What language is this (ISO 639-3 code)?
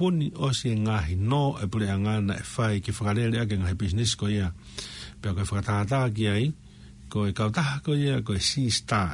ton